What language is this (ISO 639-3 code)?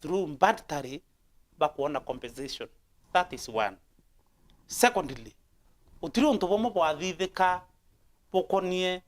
mer